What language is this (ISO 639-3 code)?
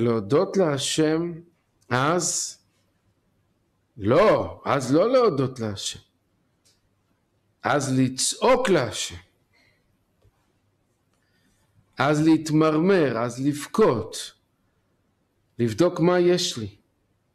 heb